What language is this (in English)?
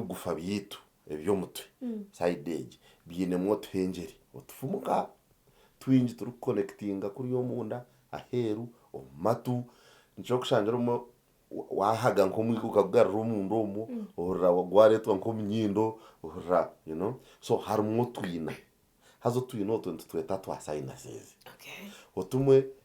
Nyankole